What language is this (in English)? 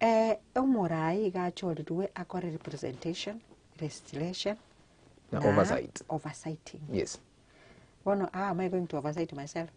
Gusii